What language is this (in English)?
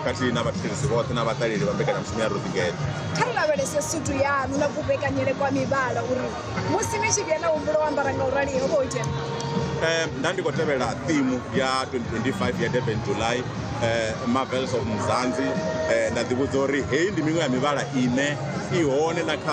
Venda